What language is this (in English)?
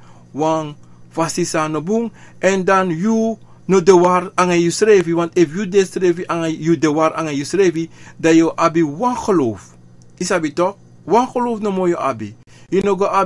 Sranan Tongo